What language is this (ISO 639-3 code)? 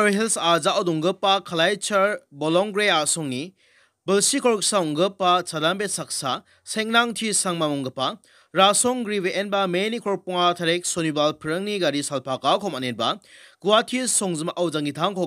grt